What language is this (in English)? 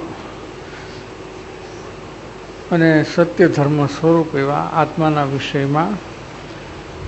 Gujarati